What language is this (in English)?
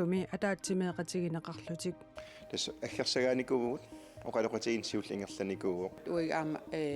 Kalaallisut